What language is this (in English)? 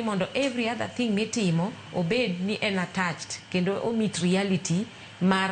Luo (Kenya and Tanzania)